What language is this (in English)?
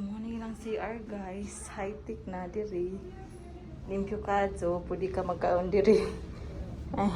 Cebuano